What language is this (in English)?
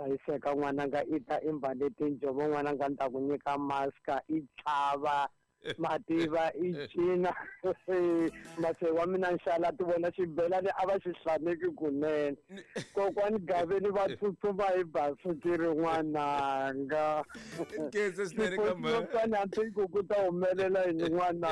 Tsonga